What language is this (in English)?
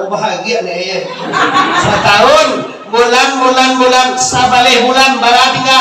Minangkabau